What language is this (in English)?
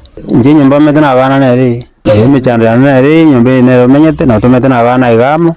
Gusii